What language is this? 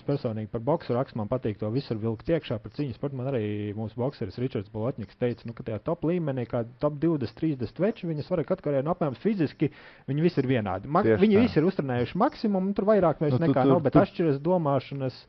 Latvian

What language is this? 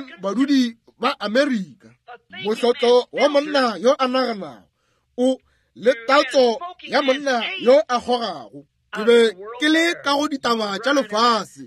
Northern Sotho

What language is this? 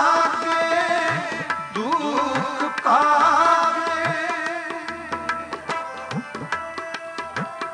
Punjabi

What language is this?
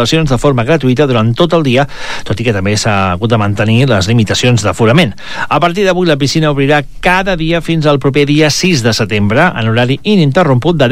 Catalan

